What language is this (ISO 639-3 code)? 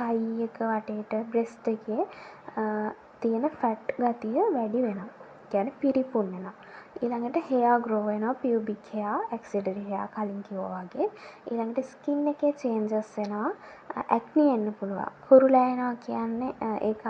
sin